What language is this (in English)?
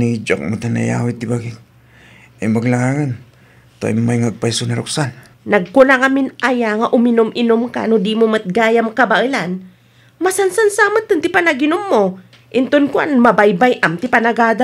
Iloko